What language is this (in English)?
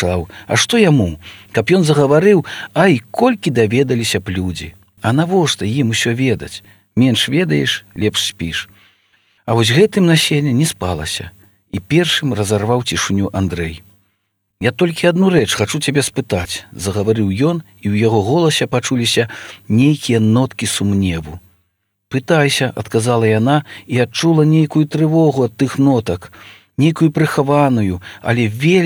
Belarusian